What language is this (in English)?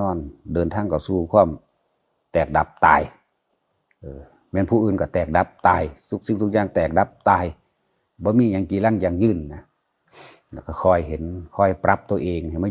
Northeastern Thai